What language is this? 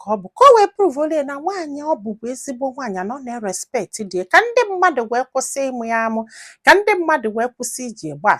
Igbo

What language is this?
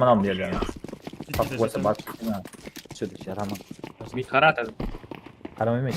Kara-Kalpak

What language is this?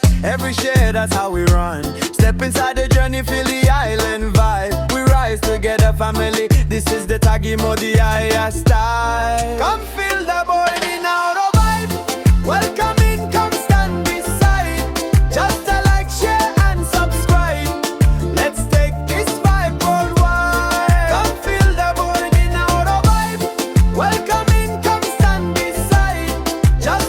Fijian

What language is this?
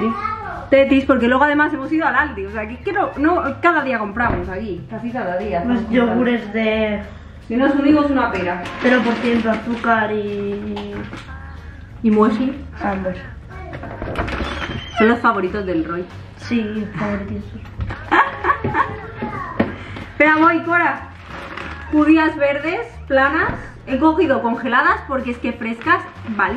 Spanish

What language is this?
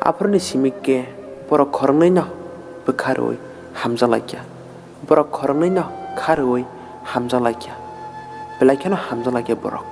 Kok Borok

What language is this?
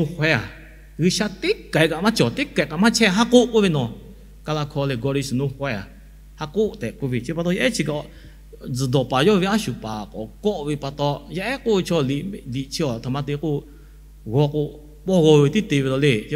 Lahu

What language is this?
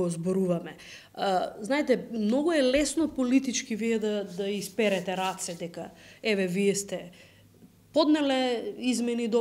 Macedonian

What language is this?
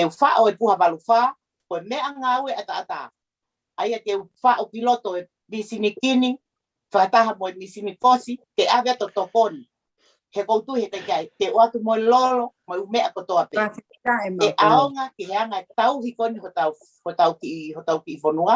Tongan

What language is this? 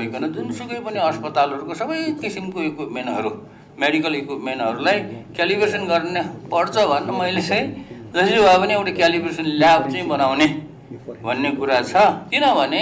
Nepali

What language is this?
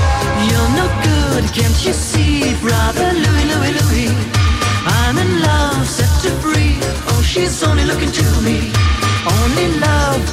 English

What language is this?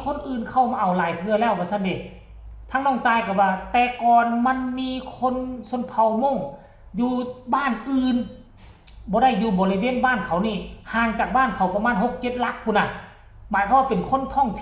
Northeastern Thai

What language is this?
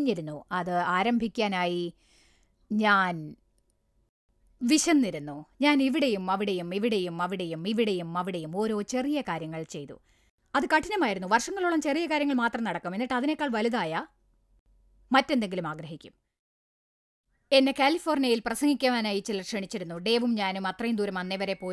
Malayalam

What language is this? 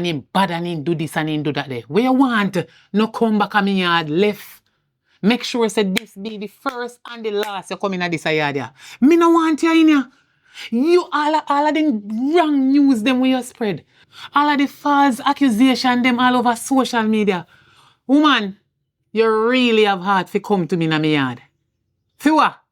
Jamaican Creole English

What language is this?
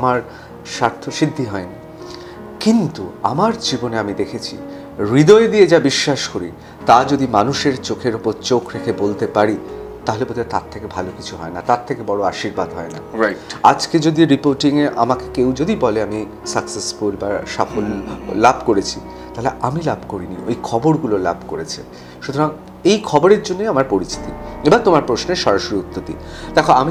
Bangla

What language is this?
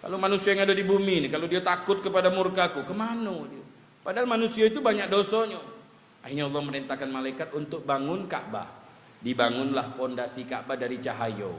Musi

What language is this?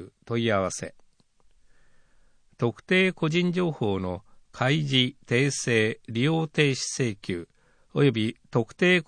Japanese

